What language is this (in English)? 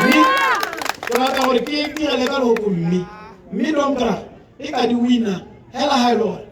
Tswana